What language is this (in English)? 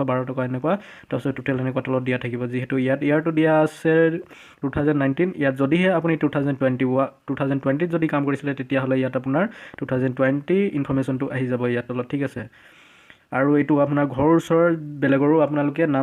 Assamese